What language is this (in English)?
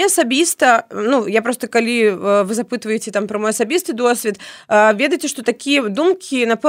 Belarusian